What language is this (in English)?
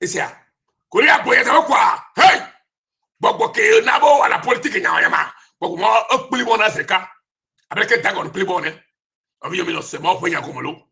Ewe